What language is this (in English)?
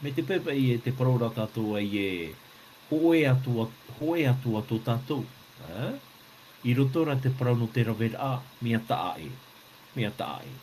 Tahitian